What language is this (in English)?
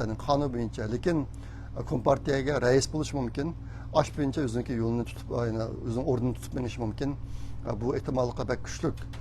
Uyghur